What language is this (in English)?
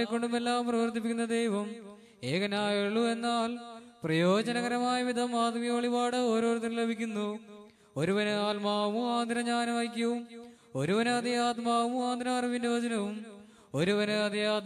Malayalam